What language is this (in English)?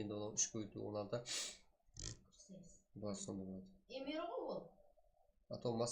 Kara-Kalpak